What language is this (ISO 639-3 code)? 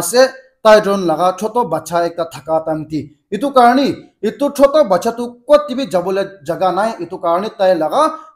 nag